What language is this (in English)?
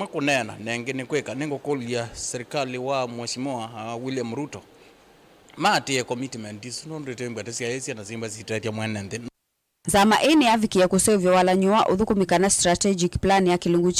Kamba